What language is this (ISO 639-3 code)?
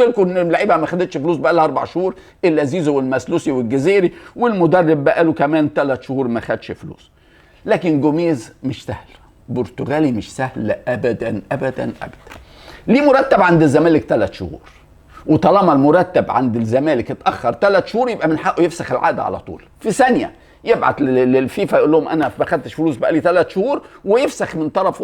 arz